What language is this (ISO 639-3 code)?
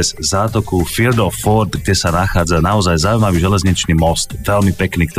slk